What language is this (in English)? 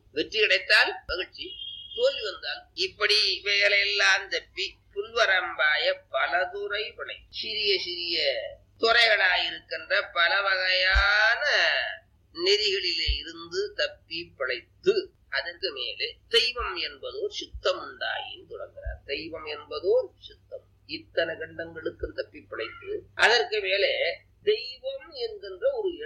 Tamil